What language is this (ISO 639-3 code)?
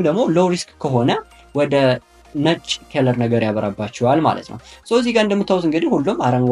amh